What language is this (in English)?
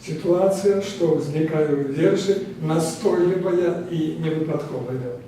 Belarusian